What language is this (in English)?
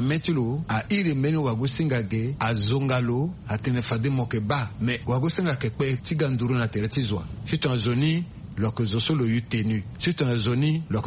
Sango